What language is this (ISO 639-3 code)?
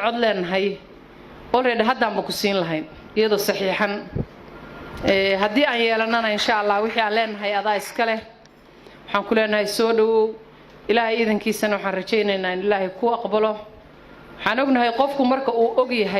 som